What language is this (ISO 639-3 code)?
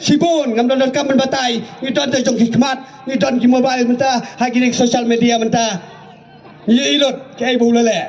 kha